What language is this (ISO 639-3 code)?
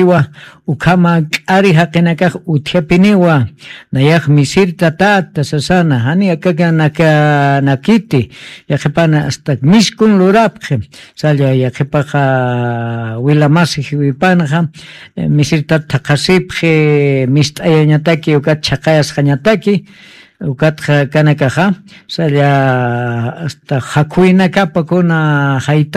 aym